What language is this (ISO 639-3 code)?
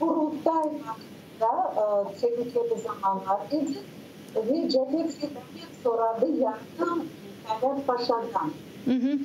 crh